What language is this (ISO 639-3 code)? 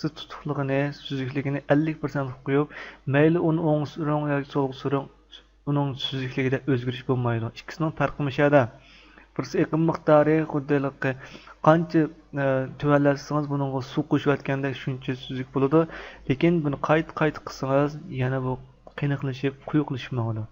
uig